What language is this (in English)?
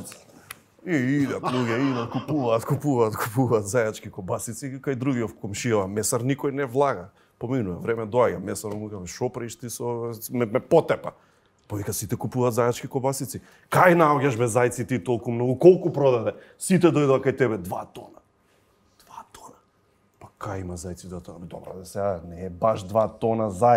Macedonian